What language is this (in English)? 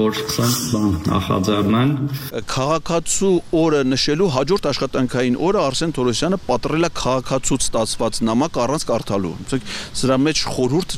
Armenian